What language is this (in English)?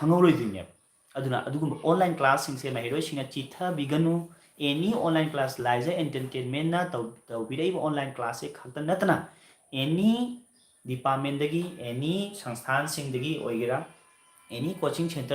Manipuri